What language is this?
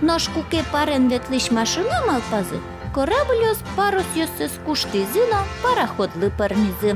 Udmurt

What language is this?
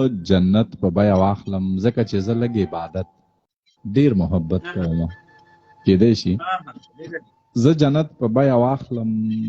Pashto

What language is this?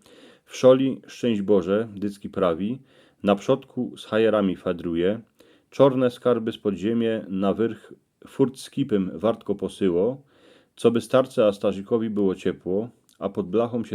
Silesian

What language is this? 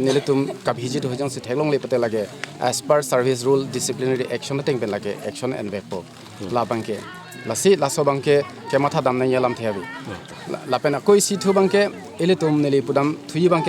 Karbi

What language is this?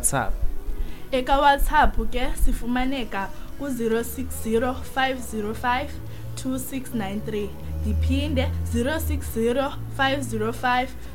Xhosa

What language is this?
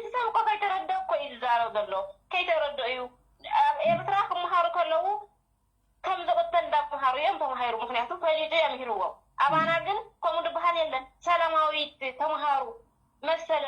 Tigrinya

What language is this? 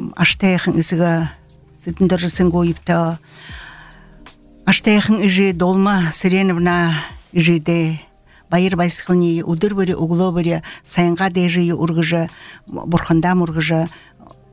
Buriat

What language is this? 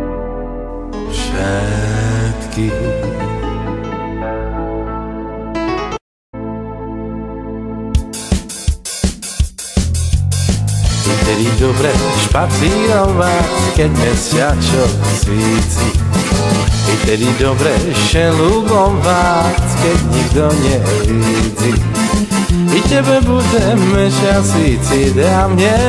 Slovak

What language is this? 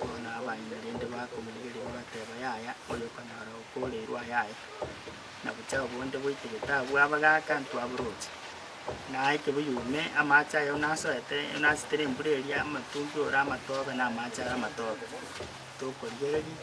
Gusii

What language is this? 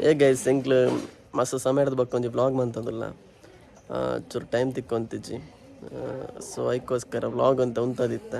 Tulu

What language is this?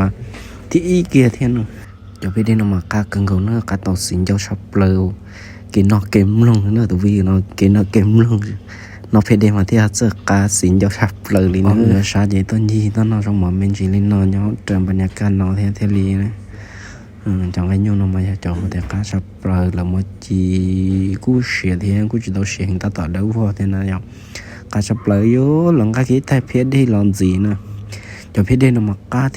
Hmong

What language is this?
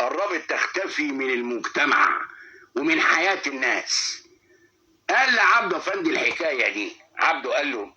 Egyptian Arabic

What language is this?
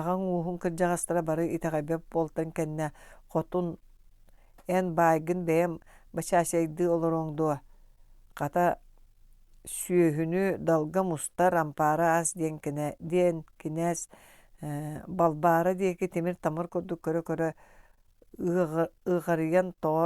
Yakut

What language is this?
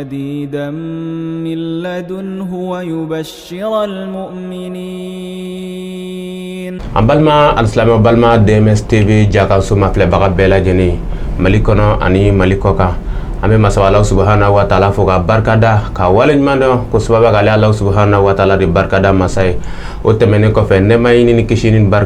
Bambara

